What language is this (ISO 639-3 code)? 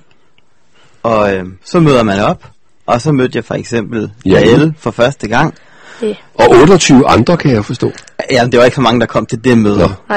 dan